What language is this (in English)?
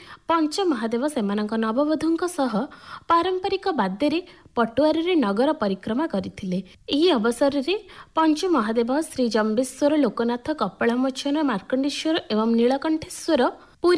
Odia